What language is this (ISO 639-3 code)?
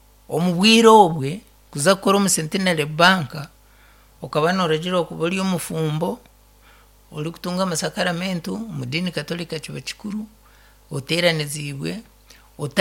nyn